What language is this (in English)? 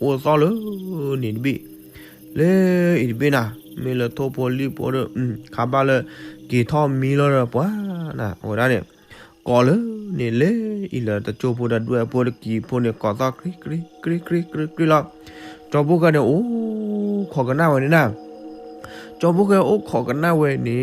S'gaw Karen